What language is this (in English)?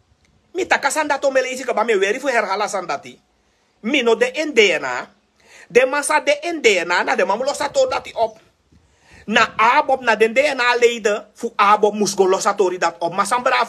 Sranan Tongo